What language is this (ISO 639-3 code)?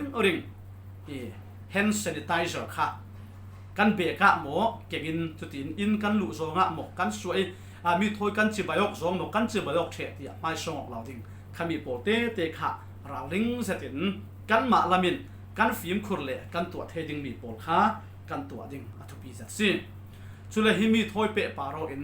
cfm